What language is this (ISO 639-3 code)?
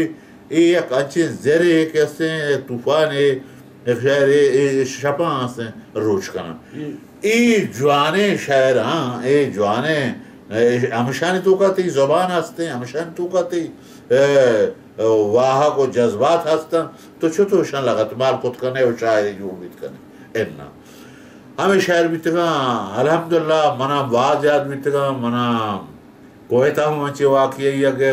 bal